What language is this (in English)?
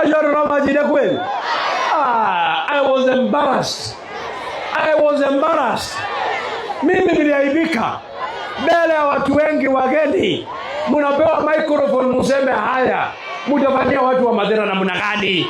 Kikuyu